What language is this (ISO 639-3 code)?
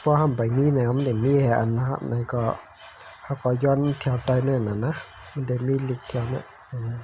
shn